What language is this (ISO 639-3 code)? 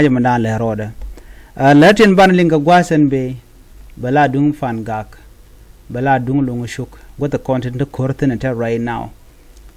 nus